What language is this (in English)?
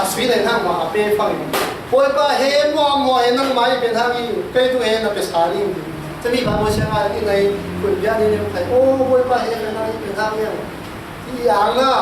Falam Chin